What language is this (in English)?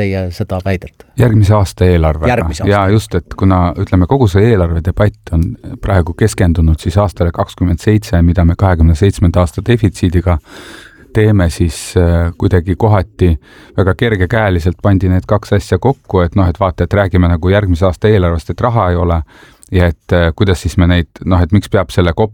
Estonian